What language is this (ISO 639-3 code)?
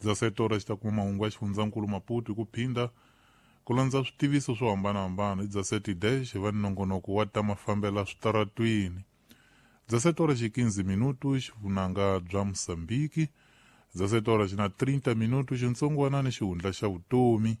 tso